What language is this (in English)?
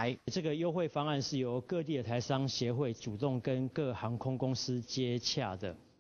Chinese